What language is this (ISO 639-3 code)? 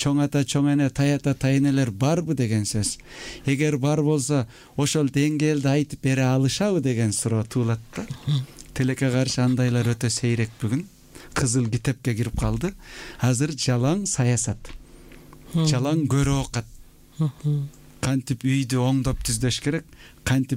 kir